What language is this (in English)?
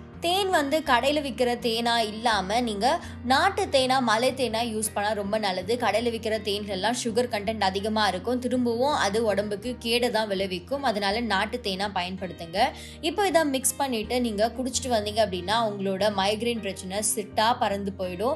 Tamil